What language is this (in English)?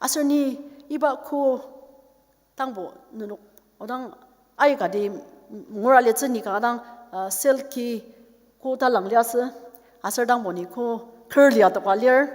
Ao Naga